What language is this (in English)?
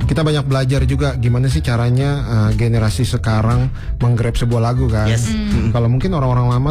Indonesian